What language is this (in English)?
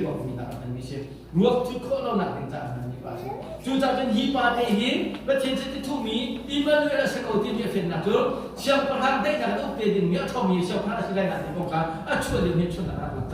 Hakha Chin